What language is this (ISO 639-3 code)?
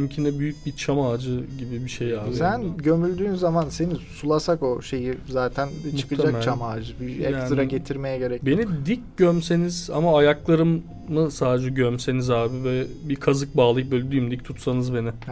tur